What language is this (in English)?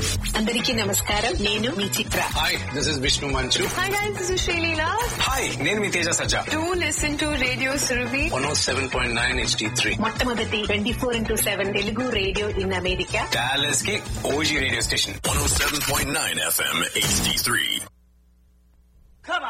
Telugu